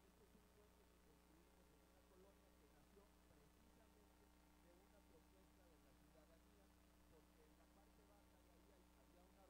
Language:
Spanish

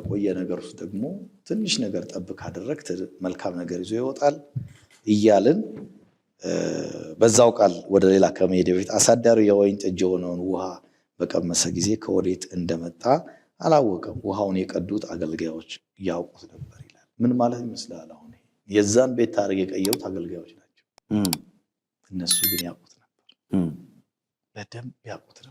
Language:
Amharic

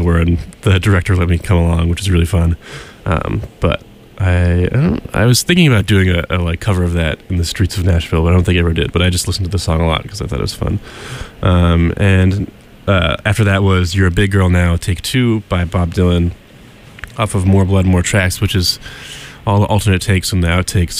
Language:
English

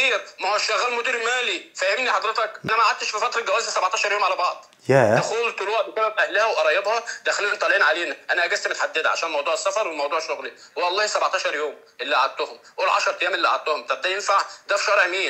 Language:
Egyptian Arabic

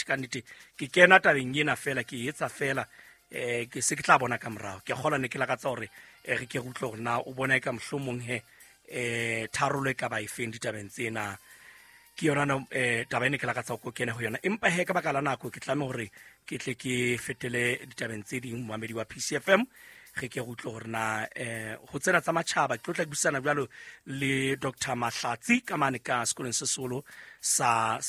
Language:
Southern Sotho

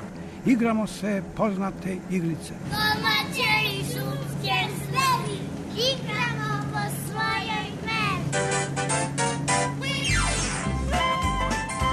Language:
Serbian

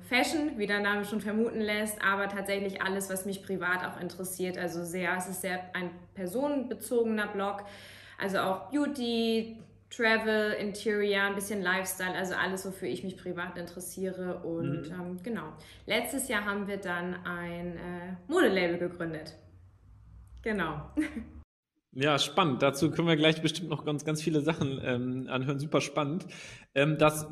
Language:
German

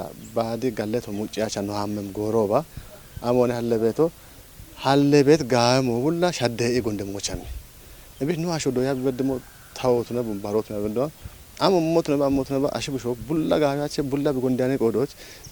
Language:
Kafa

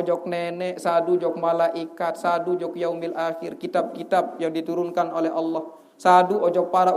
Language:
Sasak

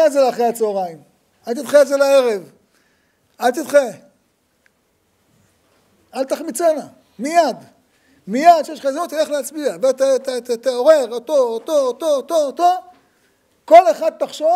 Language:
Hebrew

